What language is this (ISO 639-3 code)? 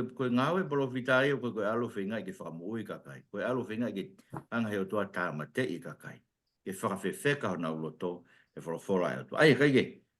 ton